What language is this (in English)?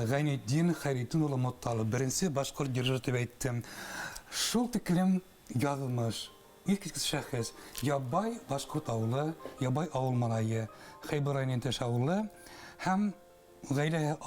Bashkir